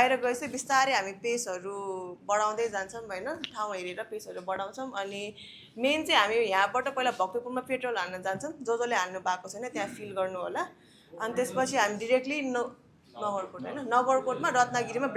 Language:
Nepali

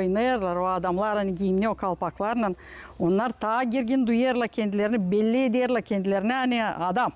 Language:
Gagauz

